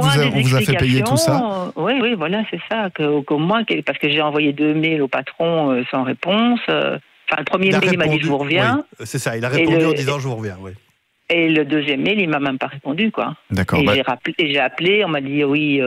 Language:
French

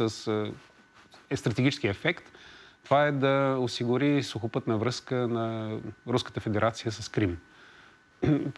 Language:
Bulgarian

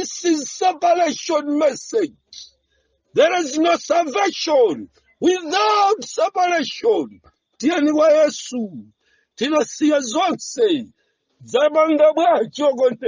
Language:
Nyanja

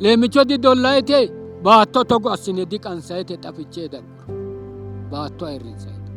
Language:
Sidamo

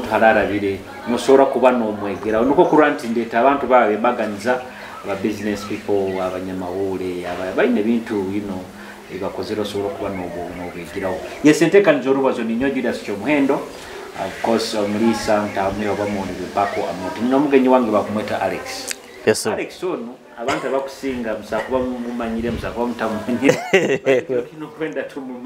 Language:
Nyoro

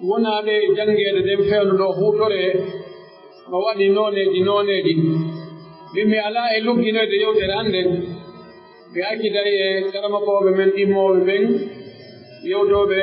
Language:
Pular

